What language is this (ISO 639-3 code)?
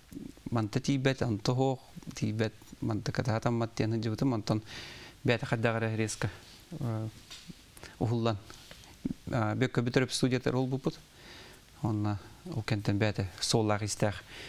sah